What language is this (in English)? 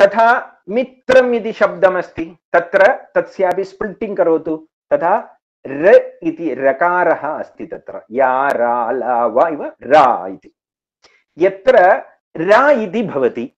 Sanskrit